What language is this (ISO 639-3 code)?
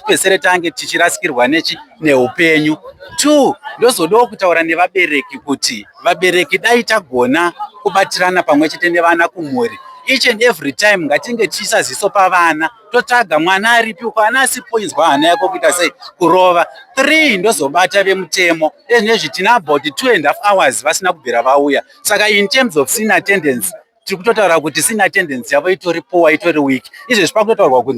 sna